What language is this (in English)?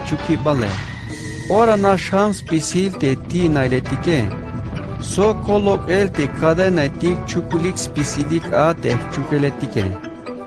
Tzeltal